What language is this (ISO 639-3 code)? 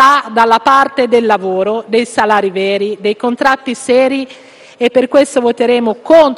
ita